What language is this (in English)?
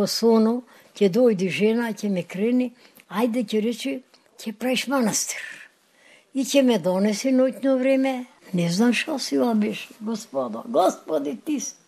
Macedonian